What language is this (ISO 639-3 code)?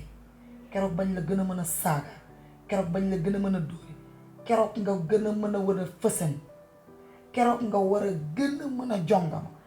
wol